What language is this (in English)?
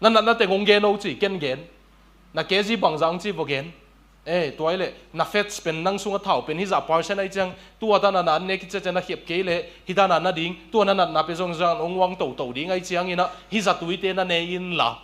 Tedim Chin